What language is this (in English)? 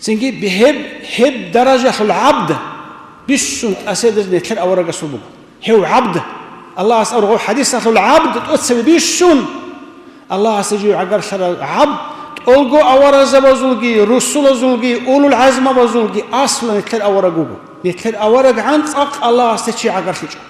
Avaric